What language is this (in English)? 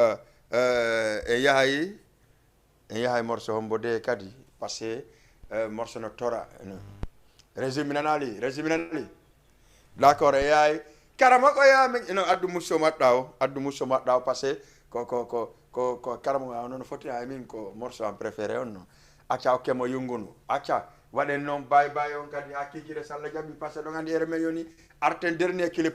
Fula